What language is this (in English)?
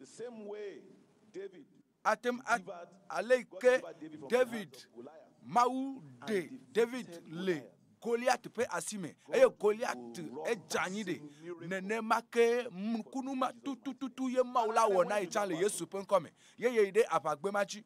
Ewe